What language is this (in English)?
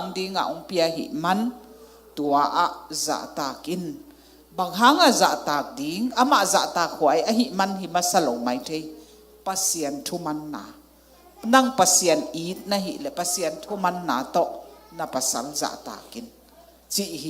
Tedim Chin